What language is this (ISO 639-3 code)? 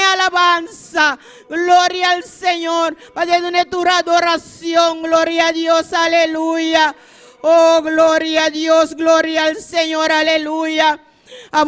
pap